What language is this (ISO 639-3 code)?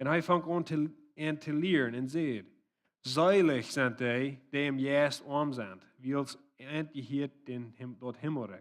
pdt